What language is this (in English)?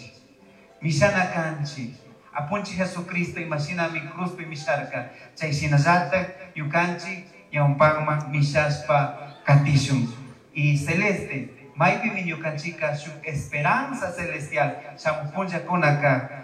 Chimborazo Highland Quichua